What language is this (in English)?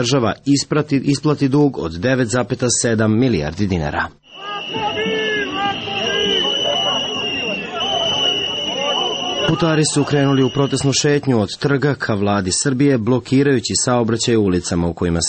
Serbian